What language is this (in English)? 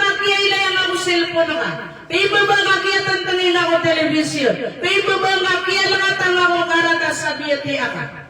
Maranao